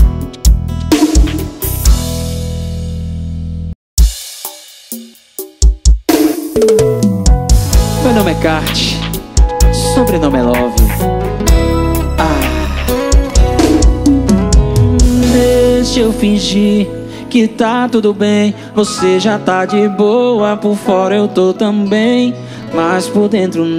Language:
Portuguese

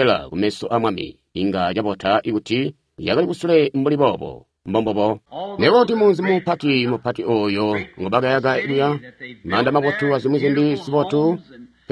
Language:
Tonga (Zambia)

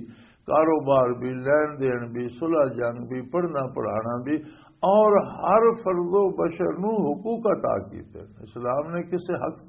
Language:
Western Panjabi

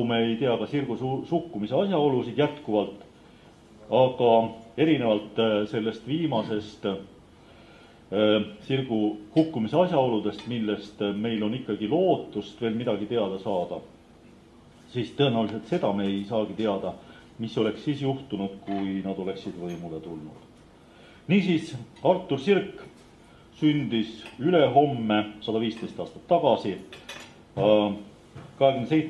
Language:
Estonian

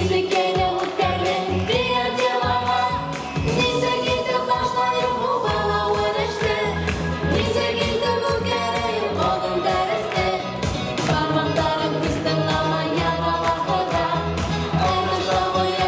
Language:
Bashkir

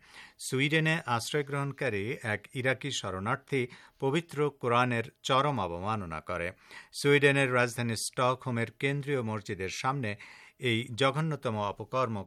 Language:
Bangla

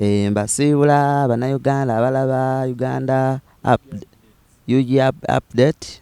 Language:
Ganda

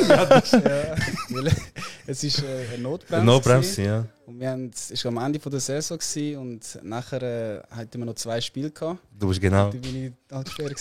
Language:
Swiss German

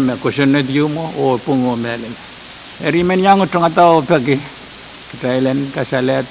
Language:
Pohnpeian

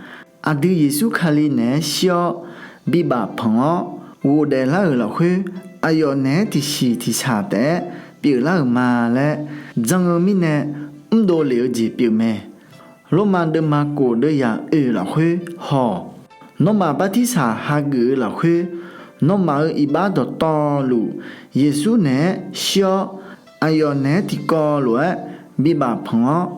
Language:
Akha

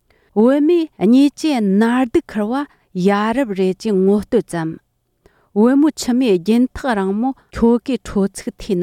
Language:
Tibetan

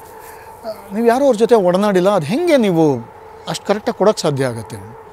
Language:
Kannada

